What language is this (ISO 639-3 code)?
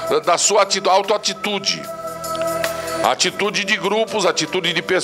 por